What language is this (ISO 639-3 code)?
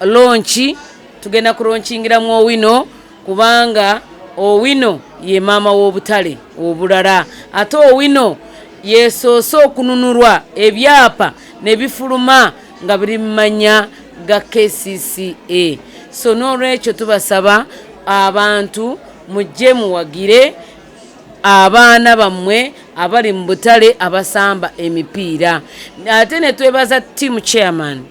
lug